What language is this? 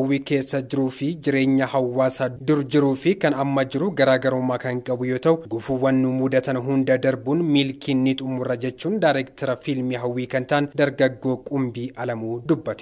Oromo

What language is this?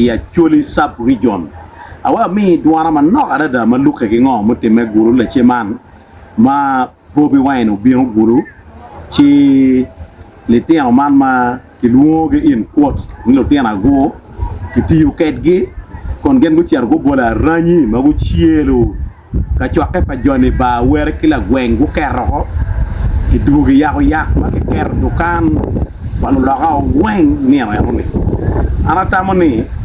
Acoli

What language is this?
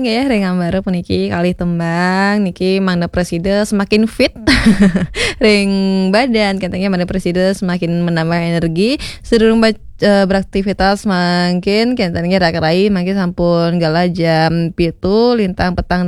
Balinese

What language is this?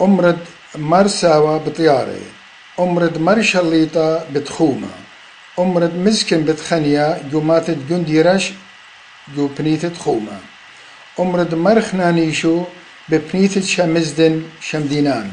Assyrian Neo-Aramaic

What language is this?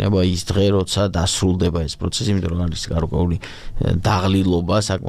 Georgian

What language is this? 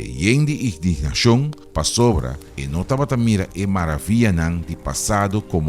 Papiamento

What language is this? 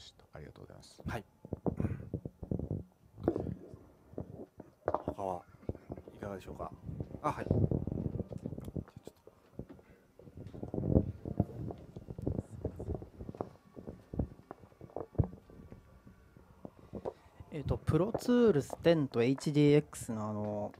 Japanese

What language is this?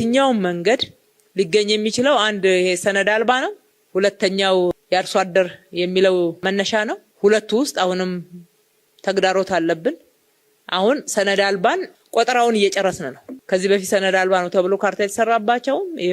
Amharic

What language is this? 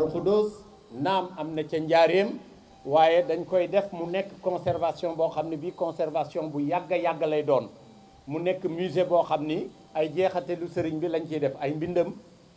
Wolof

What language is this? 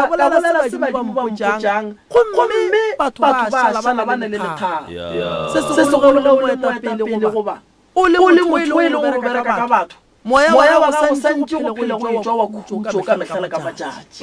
Northern Sotho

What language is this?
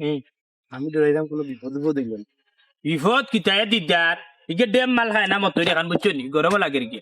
Sylheti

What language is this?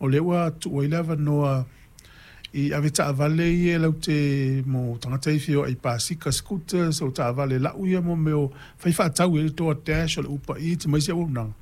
Samoan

